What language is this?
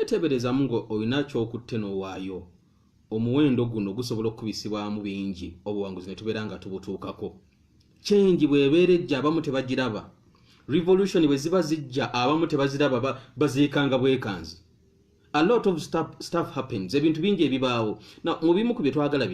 Ganda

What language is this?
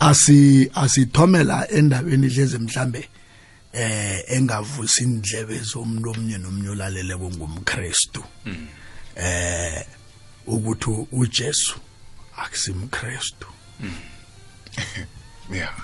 South Ndebele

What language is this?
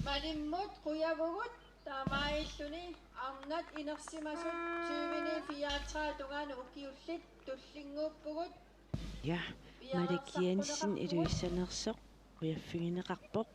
Kalaallisut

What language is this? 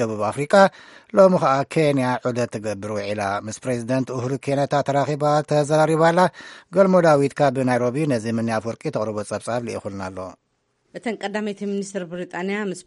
Tigrinya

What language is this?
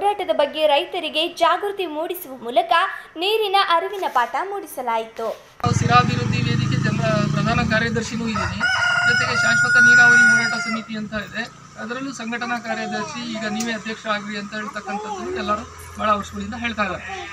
Kannada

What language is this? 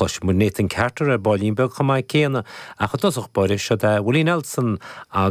Irish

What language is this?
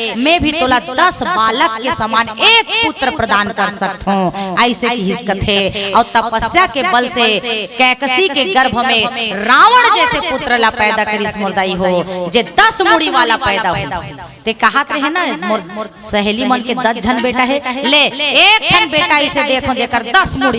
Chhattisgarhi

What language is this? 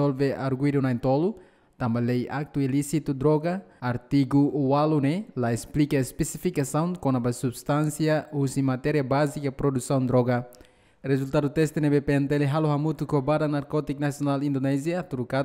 Tetum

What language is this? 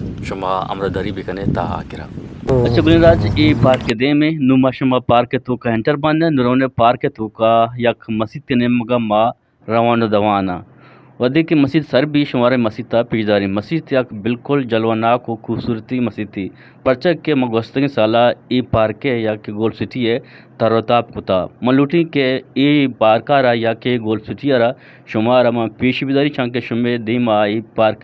Eastern Balochi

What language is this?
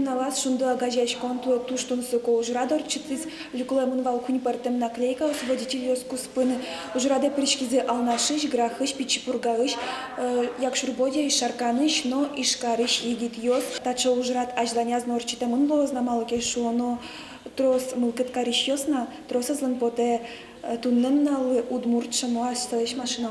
Udmurt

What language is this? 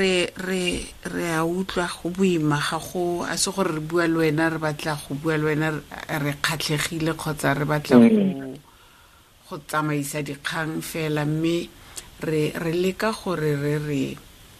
Tswana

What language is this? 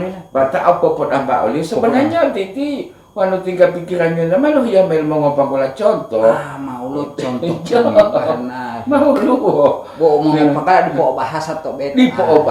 Gorontalo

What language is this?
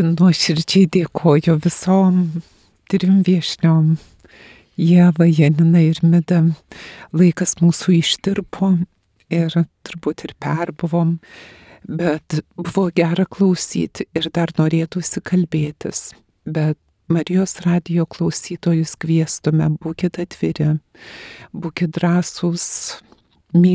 Lithuanian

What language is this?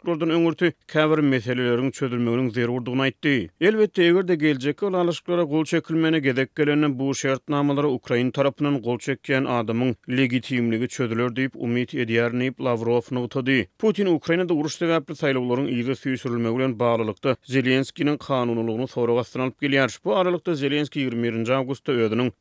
Turkmen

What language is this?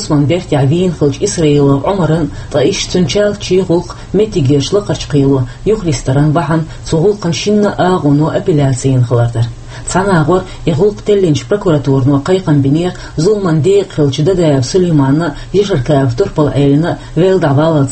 Chechen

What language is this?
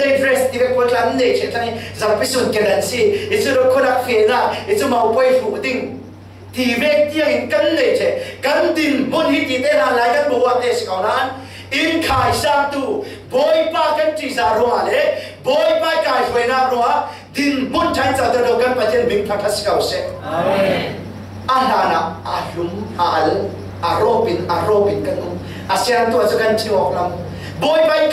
Falam Chin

